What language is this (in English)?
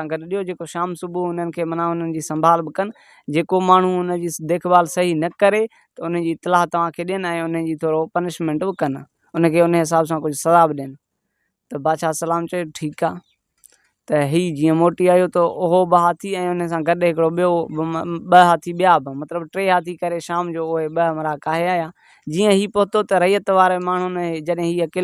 Sindhi